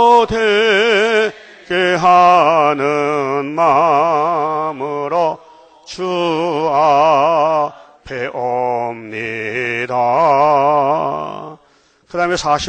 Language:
Korean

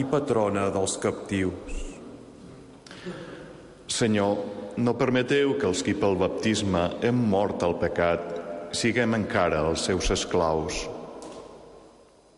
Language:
Catalan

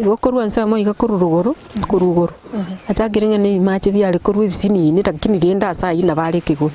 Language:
Gusii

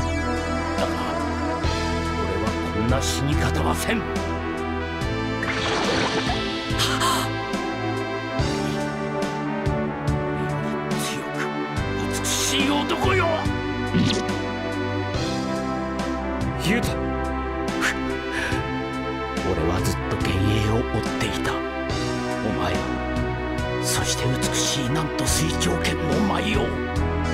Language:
Japanese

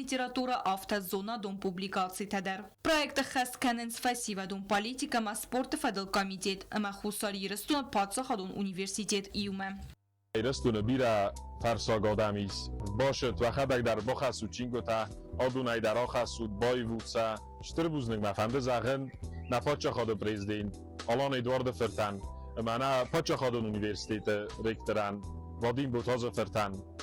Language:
Ossetic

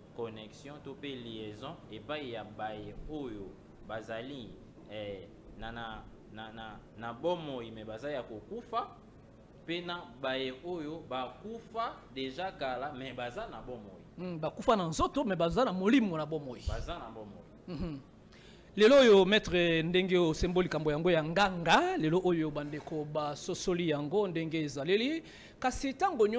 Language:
Lingala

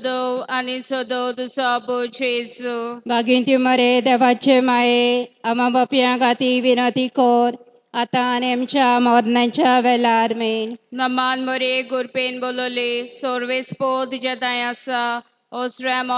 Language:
Konkani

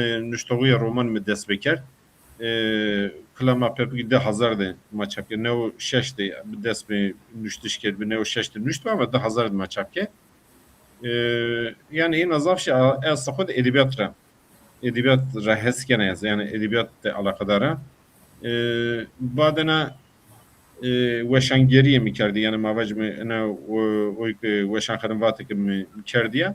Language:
Zaza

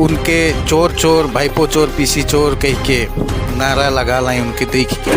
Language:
Sadri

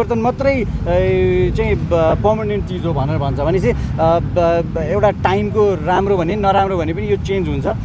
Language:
Nepali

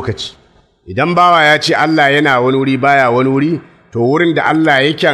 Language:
Hausa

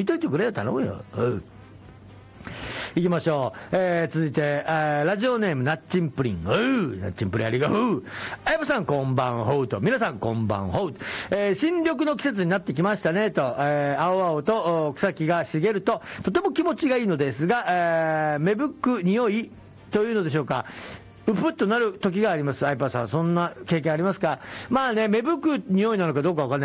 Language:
Japanese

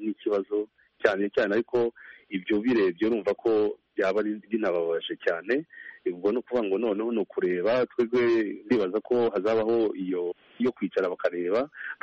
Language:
Kinyarwanda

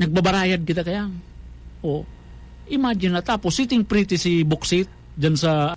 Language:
Bikol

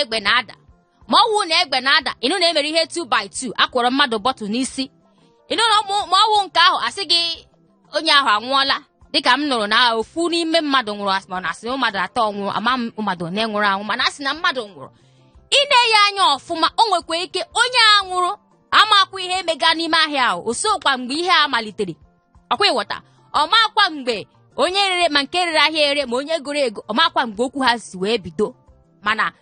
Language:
Igbo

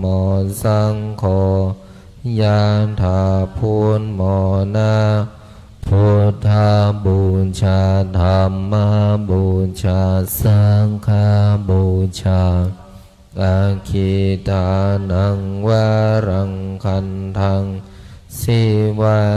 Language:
Pali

